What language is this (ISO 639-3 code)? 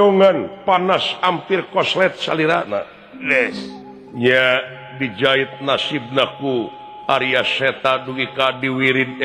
sun